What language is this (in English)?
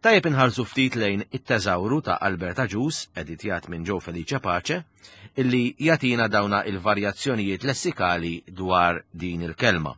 Maltese